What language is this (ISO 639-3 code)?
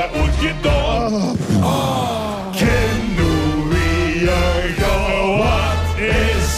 lim